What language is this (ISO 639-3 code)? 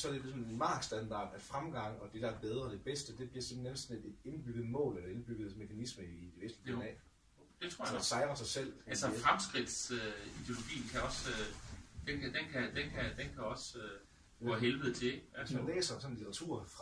dan